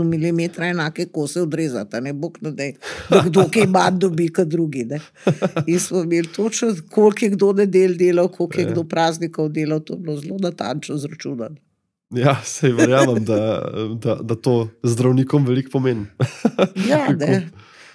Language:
Slovenian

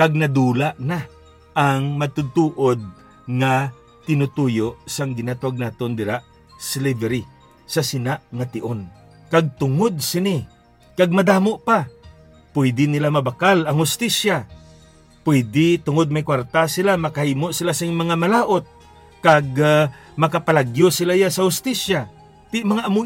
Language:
Hiligaynon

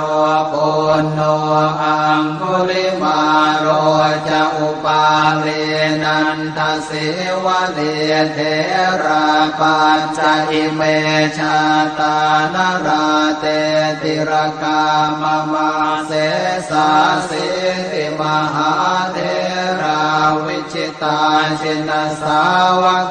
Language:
Pali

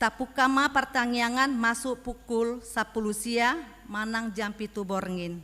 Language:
Batak Toba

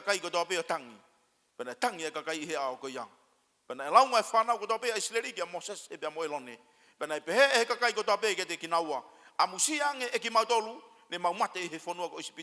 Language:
Tongan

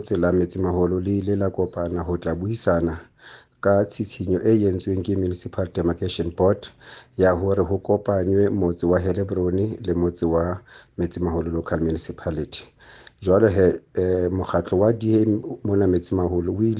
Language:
Southern Sotho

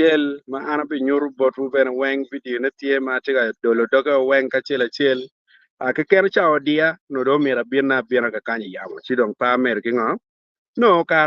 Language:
Acoli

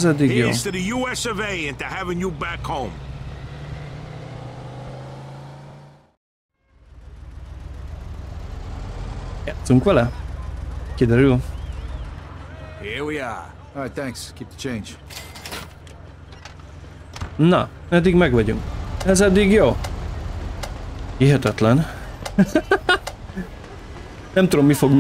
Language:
Hungarian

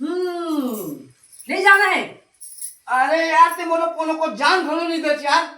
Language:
Chhattisgarhi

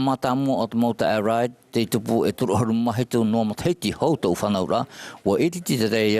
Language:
Tahitian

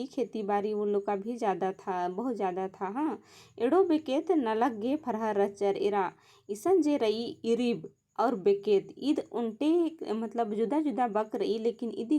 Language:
Kurukh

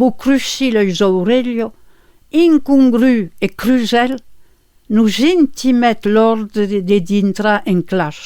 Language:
Occitan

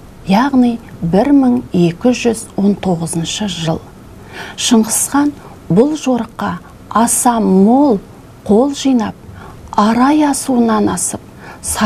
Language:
Kazakh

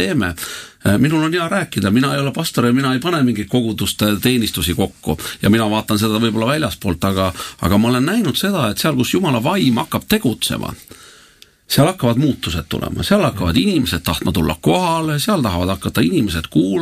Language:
Estonian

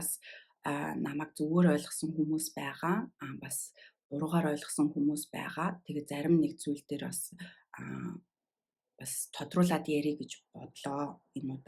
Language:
Mongolian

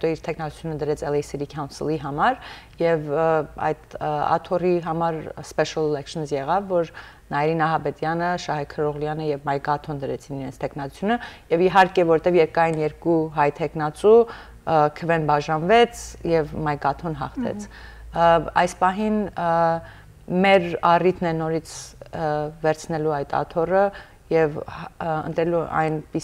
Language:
Western Armenian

